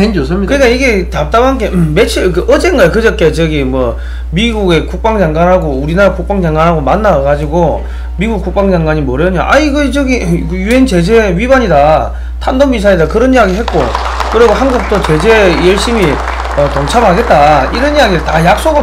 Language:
Korean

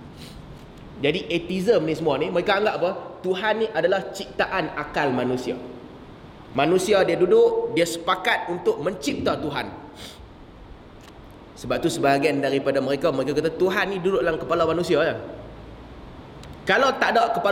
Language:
Malay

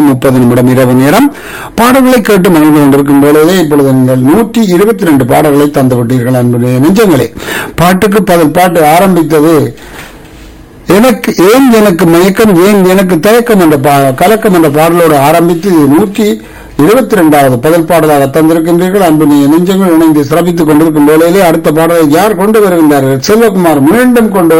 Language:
Tamil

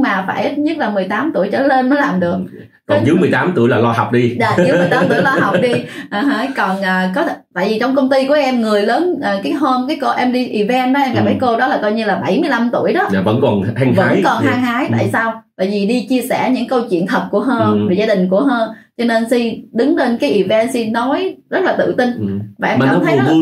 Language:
Vietnamese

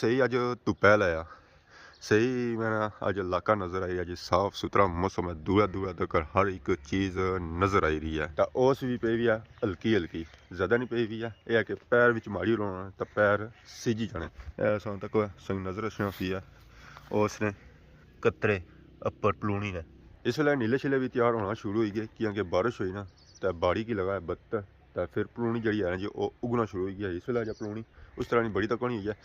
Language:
Pahari-Potwari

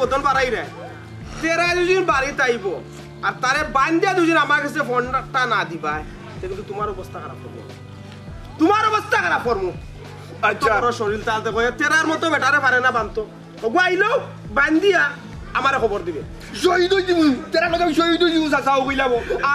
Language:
Sylheti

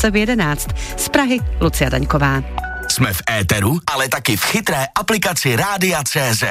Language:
Czech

